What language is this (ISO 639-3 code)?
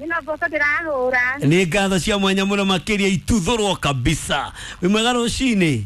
kik